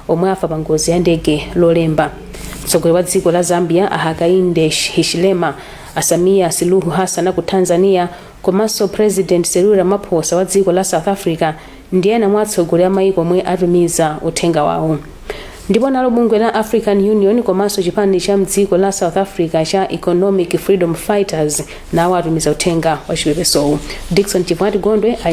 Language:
Nyanja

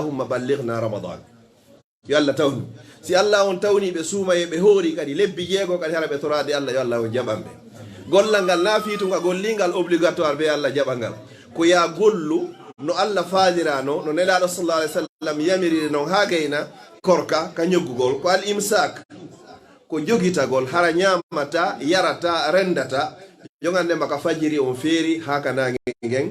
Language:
Fula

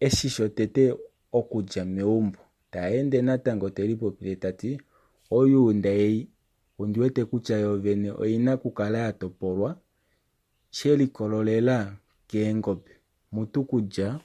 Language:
Kuanyama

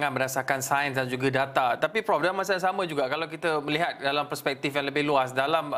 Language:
Malay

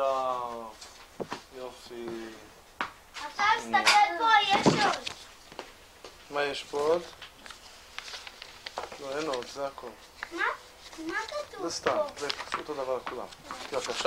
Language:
Hebrew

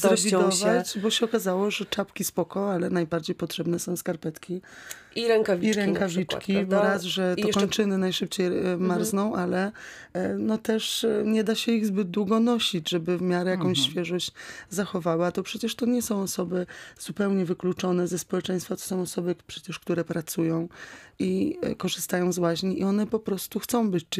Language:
Polish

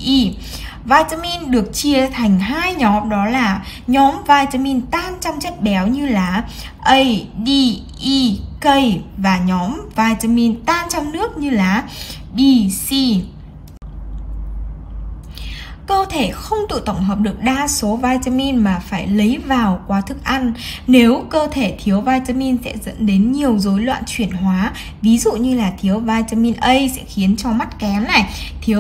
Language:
Vietnamese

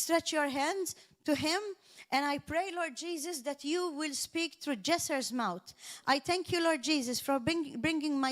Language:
English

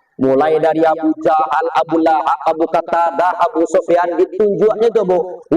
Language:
Minangkabau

